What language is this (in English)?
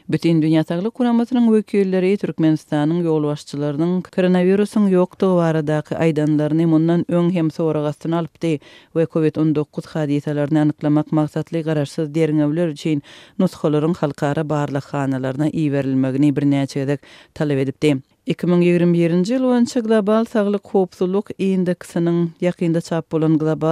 Turkmen